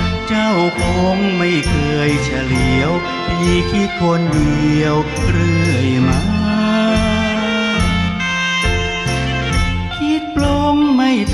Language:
Thai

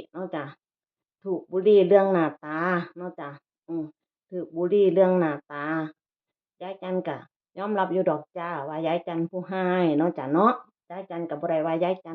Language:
Northeastern Thai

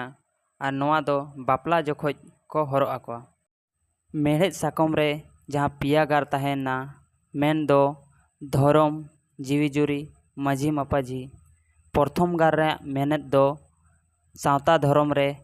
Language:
Santali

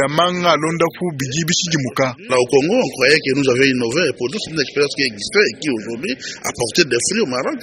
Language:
Luba-Lulua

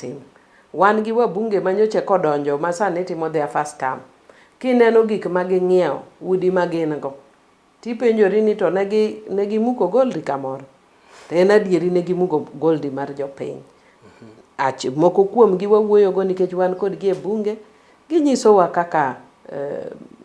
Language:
Luo (Kenya and Tanzania)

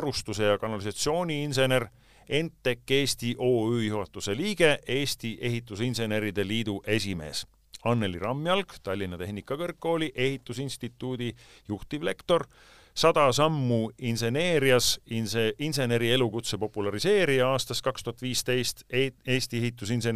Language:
Estonian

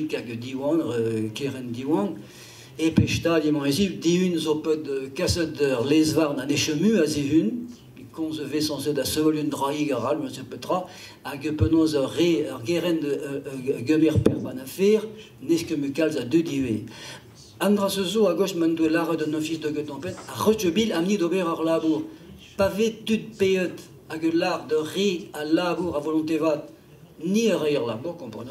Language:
Breton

